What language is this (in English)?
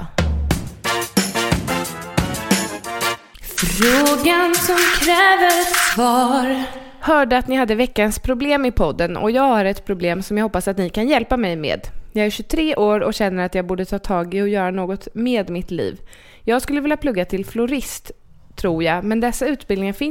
Swedish